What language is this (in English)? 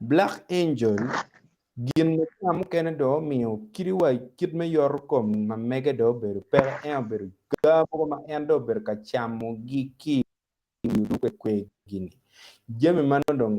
Acoli